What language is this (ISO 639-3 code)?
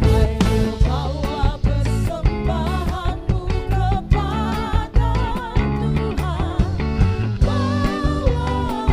abs